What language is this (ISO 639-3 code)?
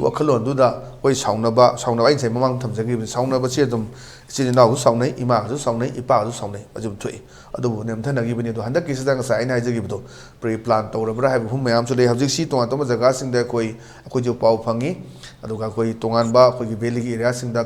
mni